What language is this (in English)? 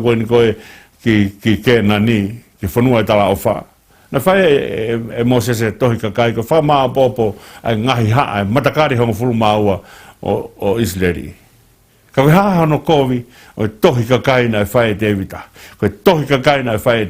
Tongan